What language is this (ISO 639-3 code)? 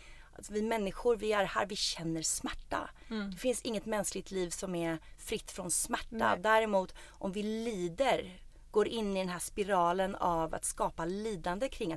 swe